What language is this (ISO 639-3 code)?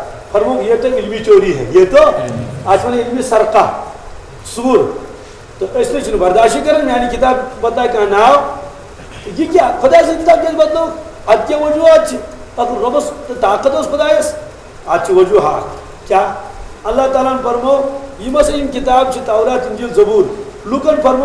kas